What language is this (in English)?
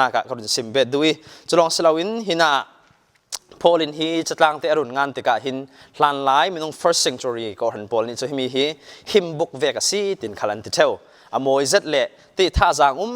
Falam Chin